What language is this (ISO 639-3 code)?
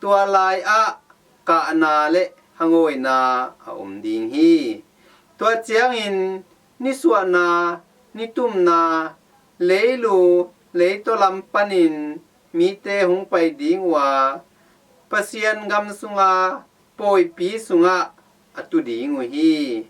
ctd